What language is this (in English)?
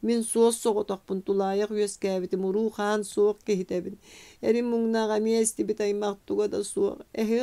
Yakut